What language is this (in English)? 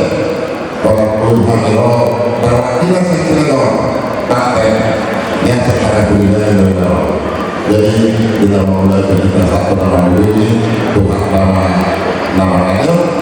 Batak Toba